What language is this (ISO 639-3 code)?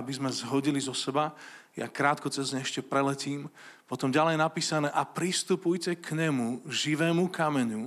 slk